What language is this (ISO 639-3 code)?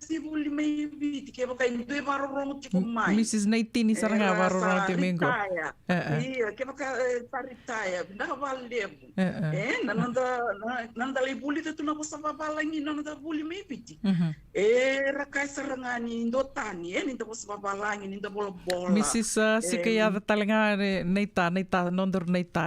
fij